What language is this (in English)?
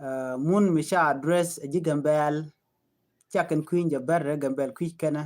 Nuer